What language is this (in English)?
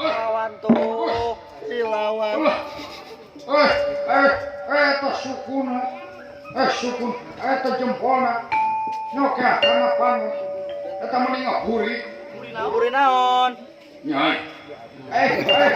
Sundanese